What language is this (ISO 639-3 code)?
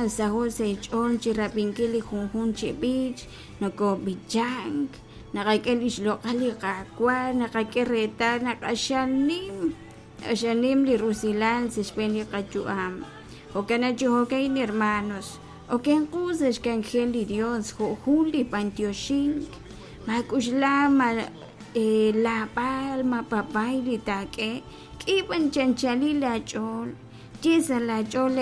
kek